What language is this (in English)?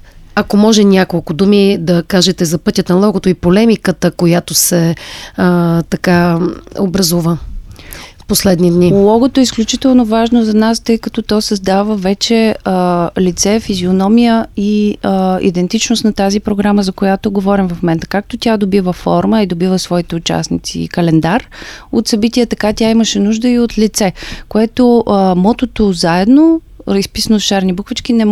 Bulgarian